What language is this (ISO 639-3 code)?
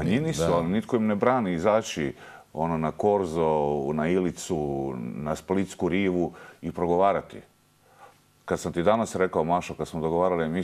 hrv